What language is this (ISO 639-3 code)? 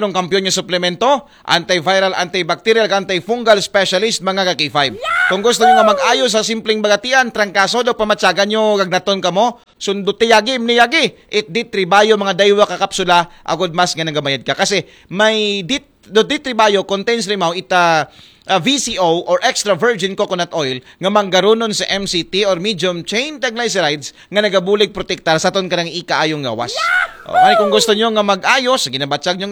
akl